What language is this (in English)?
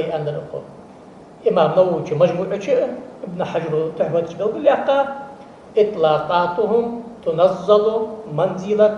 Ingush